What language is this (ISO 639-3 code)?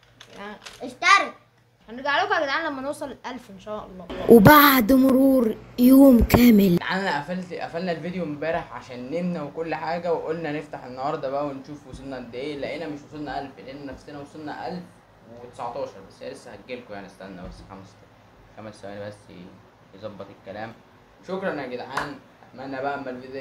arz